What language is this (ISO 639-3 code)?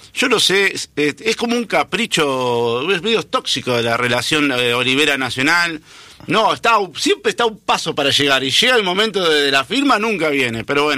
spa